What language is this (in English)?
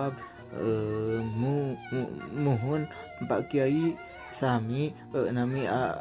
Sundanese